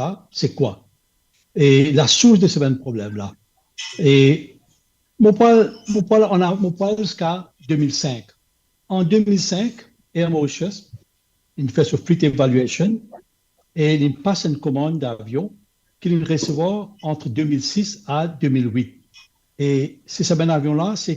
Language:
Morisyen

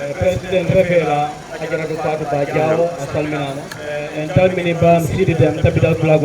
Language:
Fula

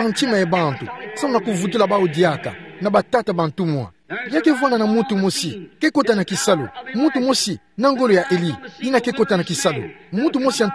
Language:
Kituba (Democratic Republic of Congo)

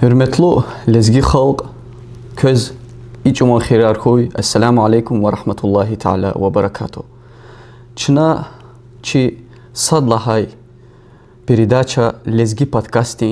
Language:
Lezghian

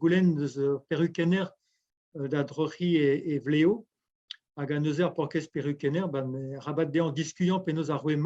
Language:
Breton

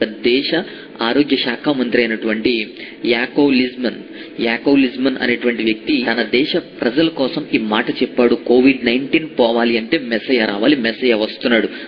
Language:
Telugu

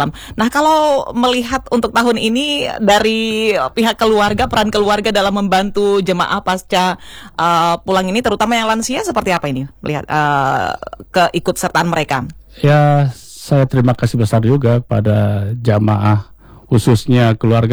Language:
Indonesian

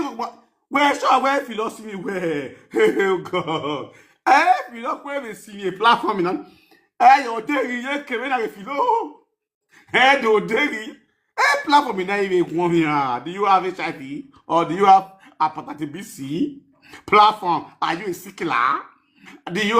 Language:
Nigerian Pidgin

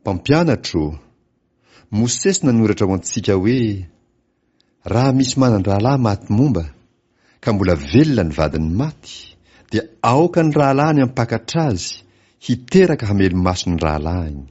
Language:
Malagasy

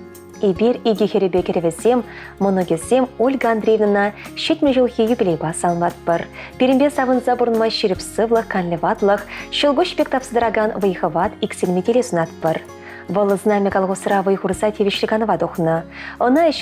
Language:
Chuvash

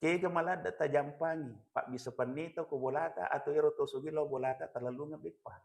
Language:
Buginese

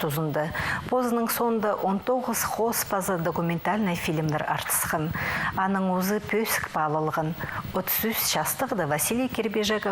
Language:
Khakas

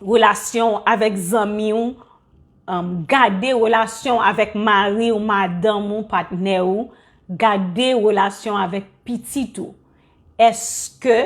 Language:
Haitian Creole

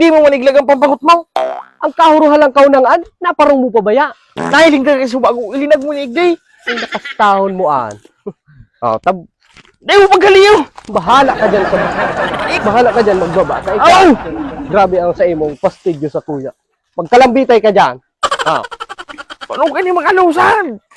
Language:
Bikol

